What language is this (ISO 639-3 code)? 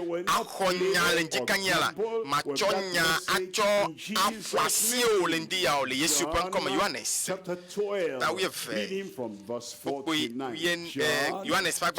ewe